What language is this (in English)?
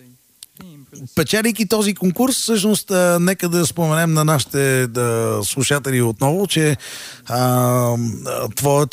Bulgarian